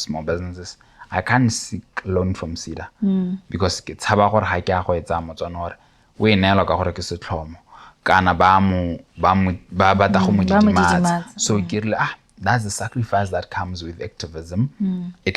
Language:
Tswana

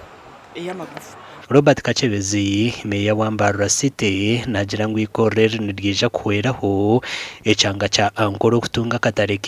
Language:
Nyankole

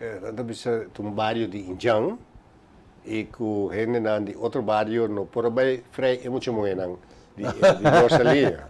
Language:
Papiamento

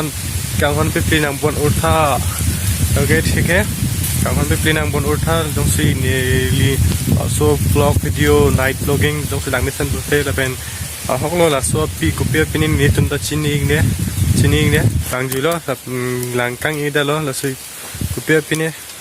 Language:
Karbi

